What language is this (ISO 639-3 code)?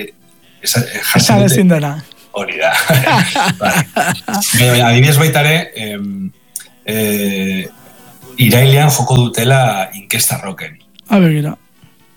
eus